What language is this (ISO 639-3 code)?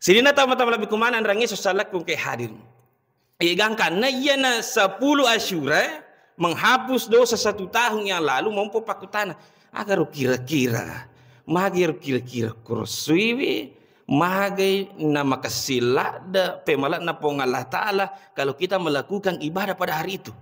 bug